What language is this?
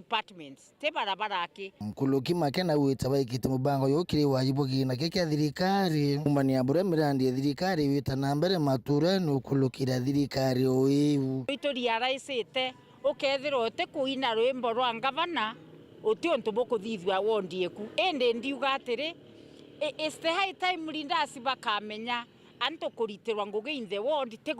Meru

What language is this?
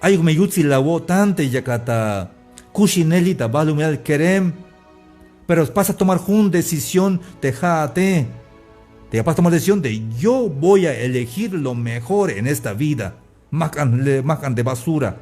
Tzeltal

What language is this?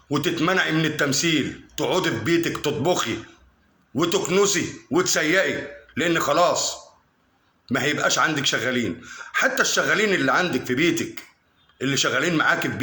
Egyptian Arabic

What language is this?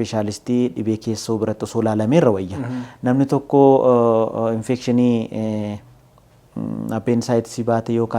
Oromo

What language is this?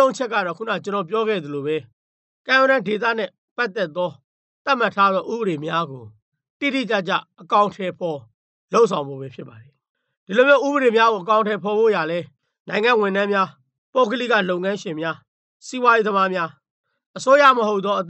Burmese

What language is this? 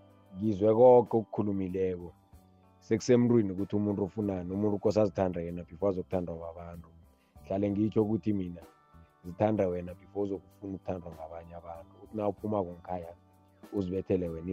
South Ndebele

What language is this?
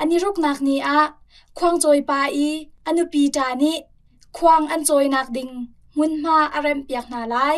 Hakha Chin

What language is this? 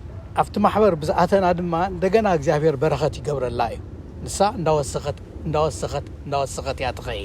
Tigrinya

